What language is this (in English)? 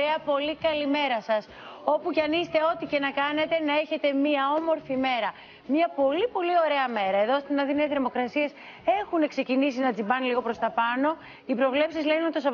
Greek